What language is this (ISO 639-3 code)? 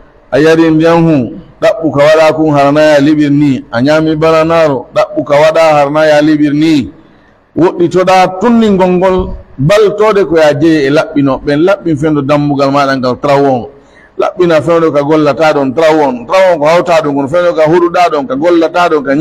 fuf